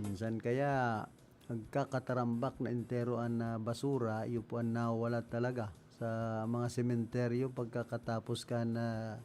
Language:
Bikol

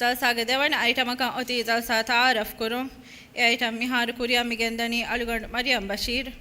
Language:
Divehi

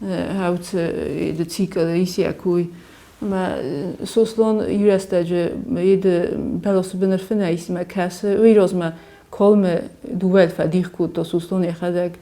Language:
Ossetic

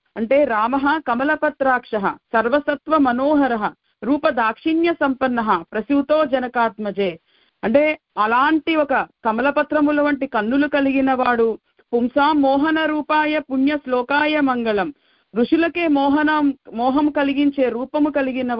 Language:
Telugu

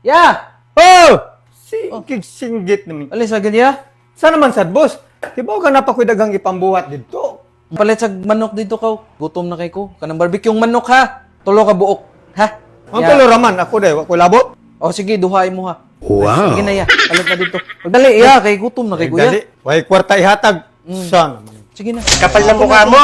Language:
Cebuano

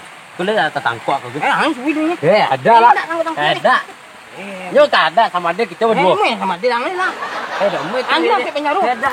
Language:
Minangkabau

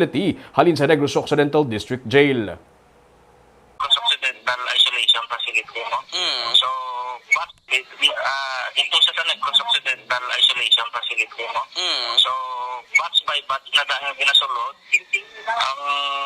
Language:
Hiligaynon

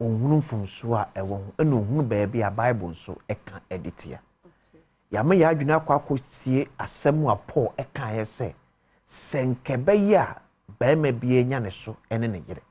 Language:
Akan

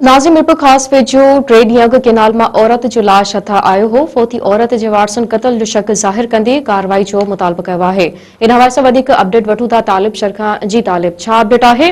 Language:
Sindhi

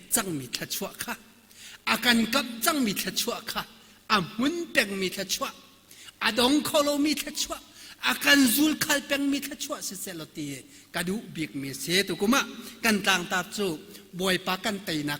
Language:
Hakha Chin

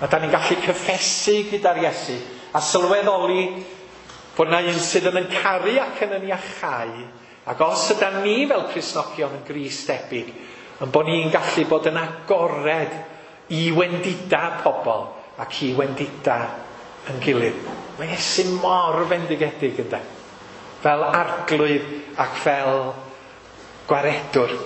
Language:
Welsh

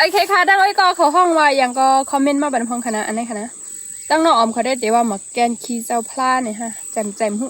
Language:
Shan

